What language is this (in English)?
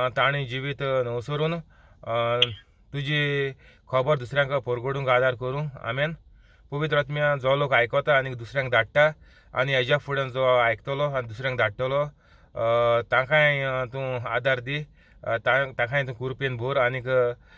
Konkani